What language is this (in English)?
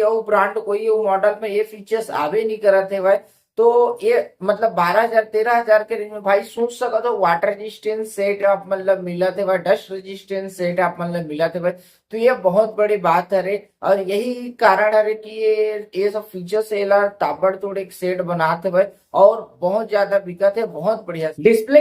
Chhattisgarhi